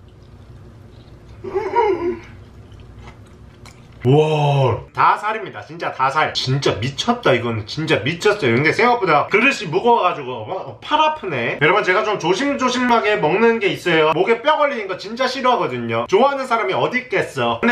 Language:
Korean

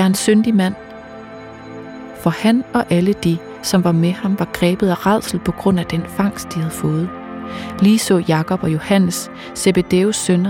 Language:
Danish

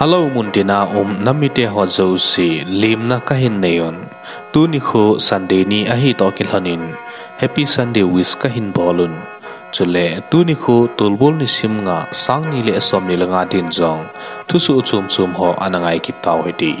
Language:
Thado Chin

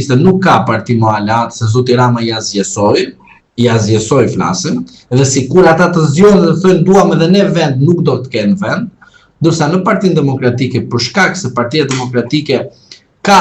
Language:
Albanian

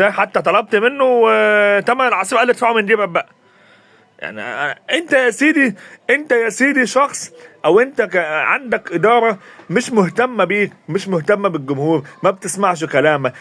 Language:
Egyptian Arabic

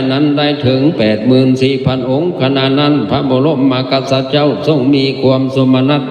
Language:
Lao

